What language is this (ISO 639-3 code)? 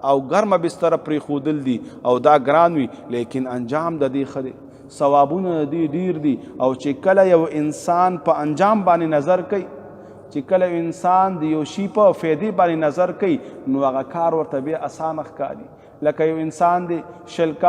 pus